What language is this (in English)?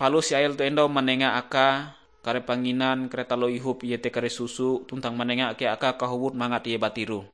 Ngaju